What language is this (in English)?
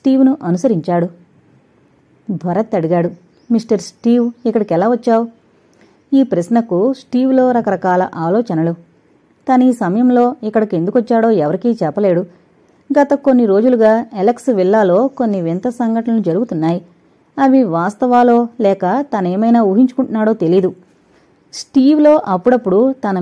Telugu